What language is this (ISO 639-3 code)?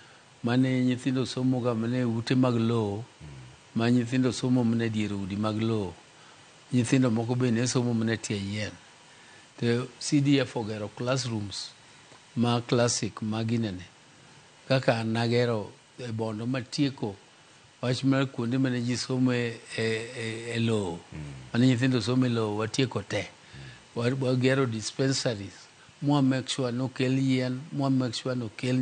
luo